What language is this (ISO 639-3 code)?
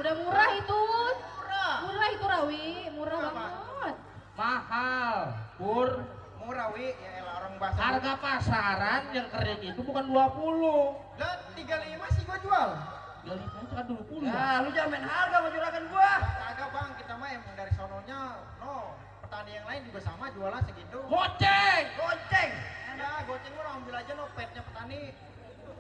bew